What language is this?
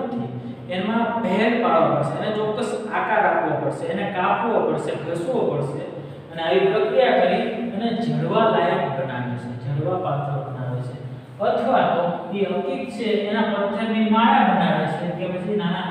Gujarati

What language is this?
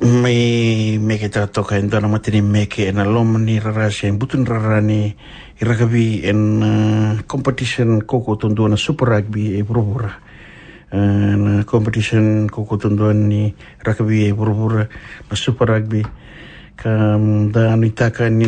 Fijian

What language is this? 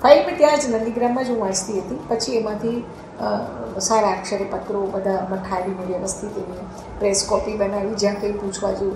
Gujarati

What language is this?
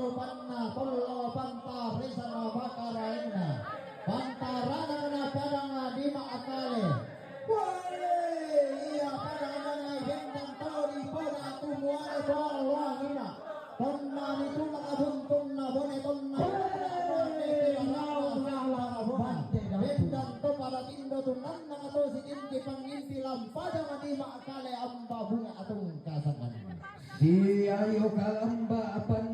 Toraja-Sa'dan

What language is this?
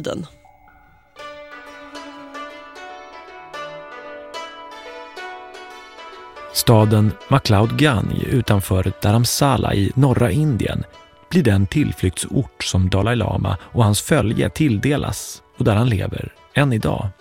Swedish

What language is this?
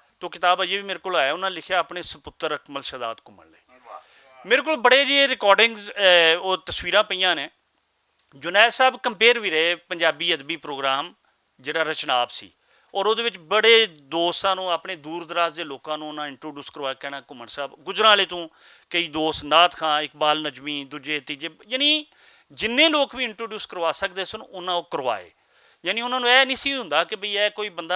Western Panjabi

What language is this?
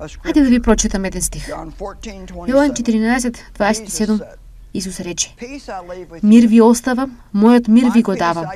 Macedonian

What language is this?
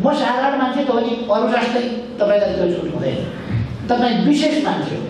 Nepali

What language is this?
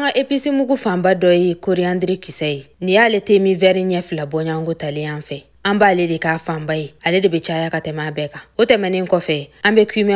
Bambara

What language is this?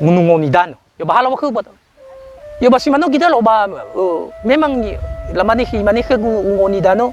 Nias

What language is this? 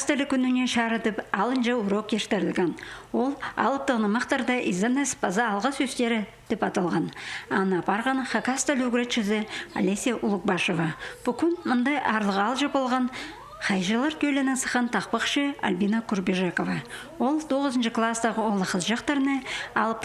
Khakas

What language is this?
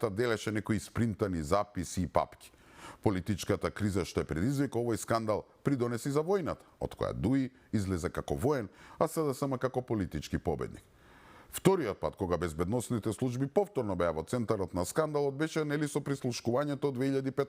Macedonian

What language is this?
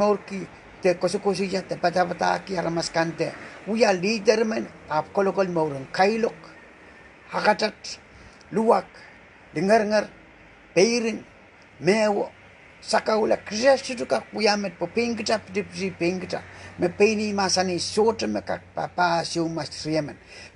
Pohnpeian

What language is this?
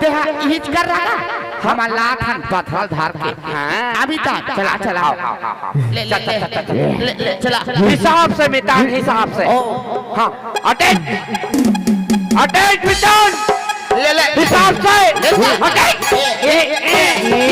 Chhattisgarhi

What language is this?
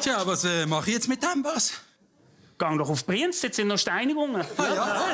Swiss German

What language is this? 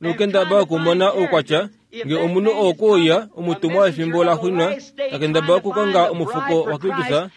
Kuanyama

